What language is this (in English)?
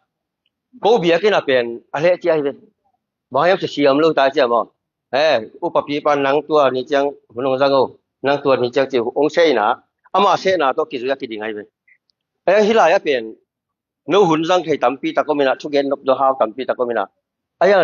Tedim Chin